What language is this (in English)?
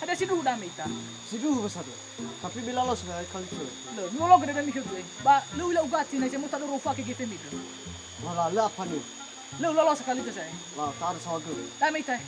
Nias